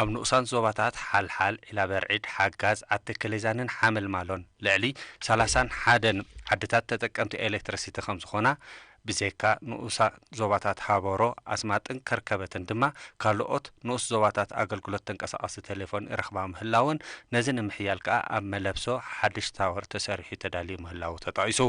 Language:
Tigrinya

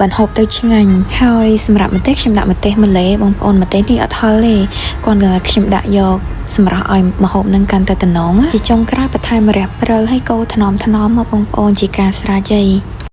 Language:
Khmer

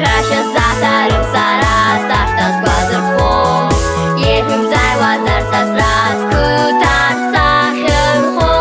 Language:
Abkhazian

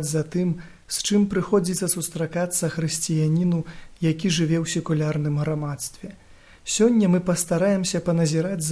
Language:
Belarusian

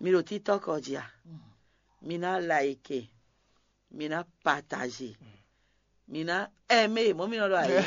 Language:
Fon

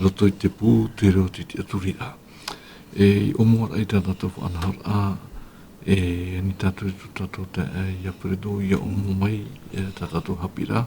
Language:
Tahitian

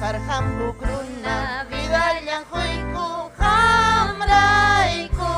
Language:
Ayacucho Quechua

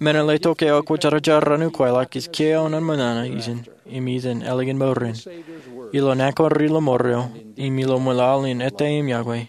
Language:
Marshallese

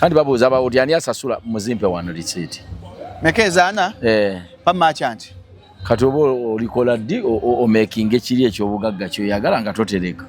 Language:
Ganda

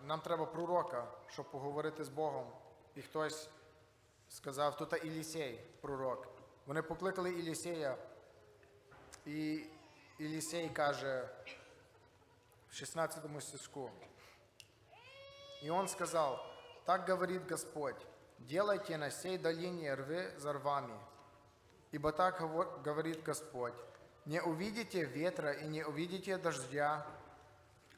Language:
Ukrainian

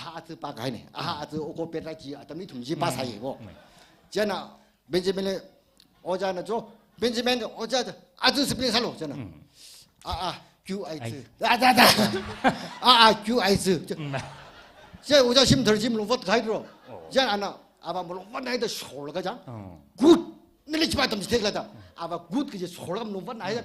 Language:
Tangkhul Naga (India)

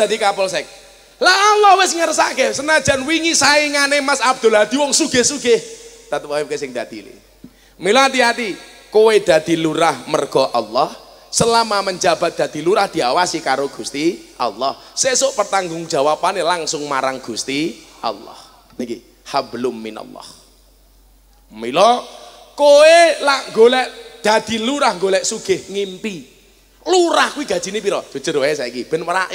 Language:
Javanese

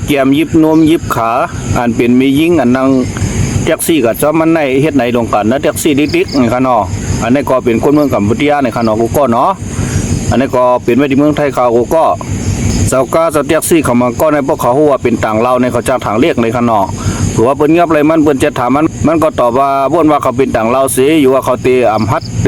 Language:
Shan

